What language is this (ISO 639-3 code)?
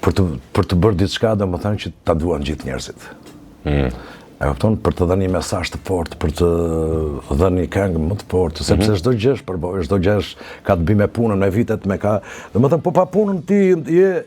sqi